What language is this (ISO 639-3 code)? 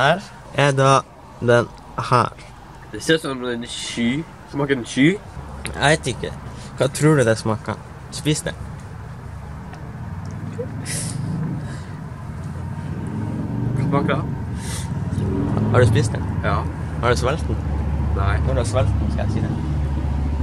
nor